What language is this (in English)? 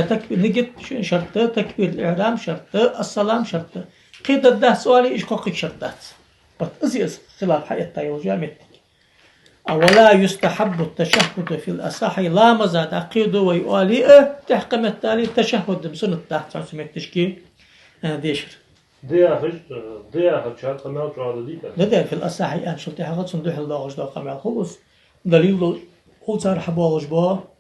Ingush